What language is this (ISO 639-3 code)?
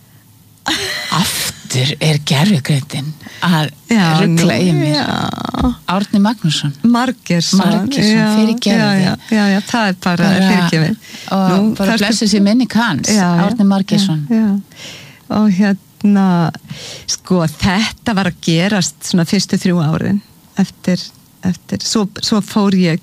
isl